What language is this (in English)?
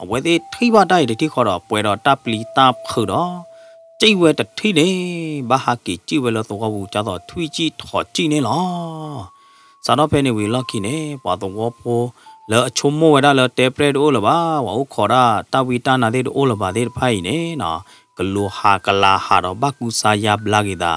S'gaw Karen